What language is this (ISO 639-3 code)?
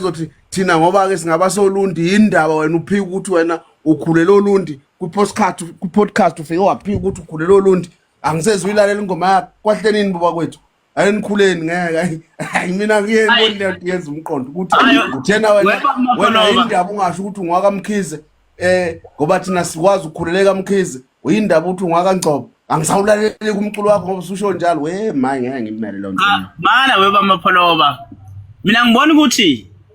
zul